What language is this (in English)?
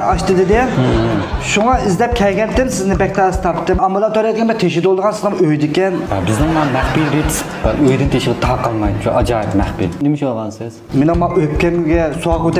Uyghur